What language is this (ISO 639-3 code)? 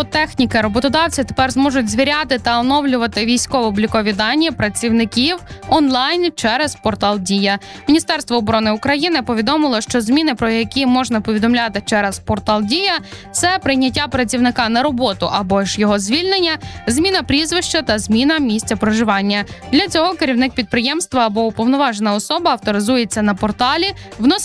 ukr